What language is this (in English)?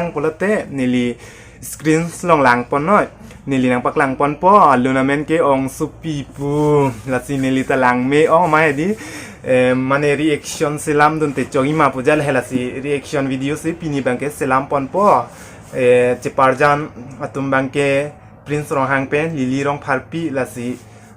Karbi